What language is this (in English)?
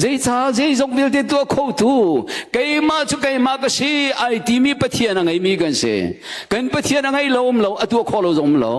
Hakha Chin